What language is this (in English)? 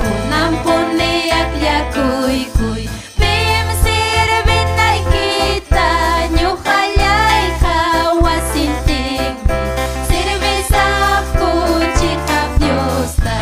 Ayacucho Quechua